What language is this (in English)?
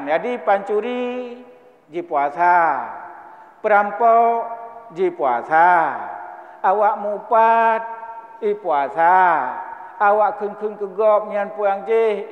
Achinese